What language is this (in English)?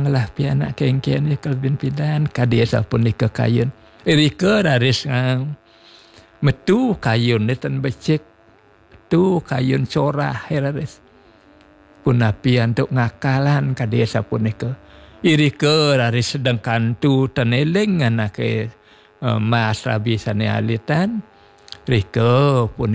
Balinese